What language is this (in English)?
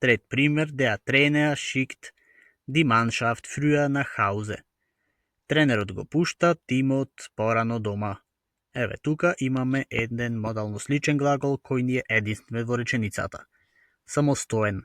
Macedonian